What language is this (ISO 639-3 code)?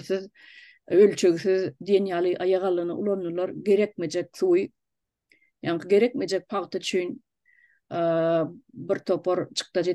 tuk